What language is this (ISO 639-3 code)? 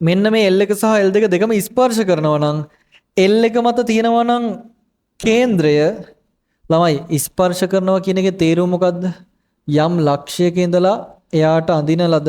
sin